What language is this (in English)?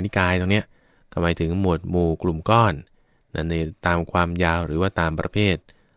Thai